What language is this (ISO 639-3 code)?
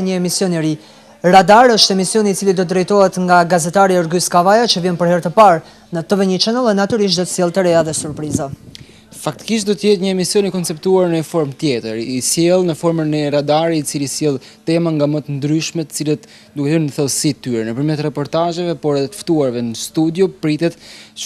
sqi